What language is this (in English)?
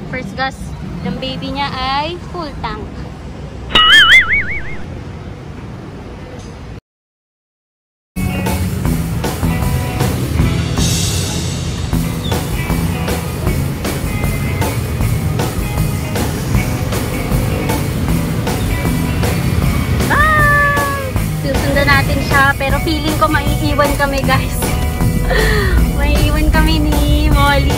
Filipino